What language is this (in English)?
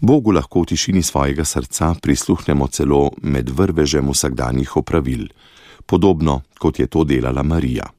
Slovenian